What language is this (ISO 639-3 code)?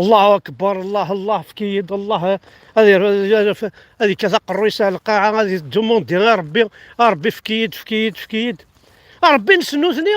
kab